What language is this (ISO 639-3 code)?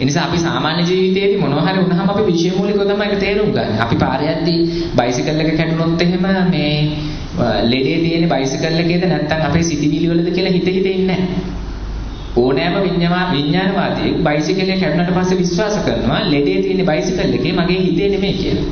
sin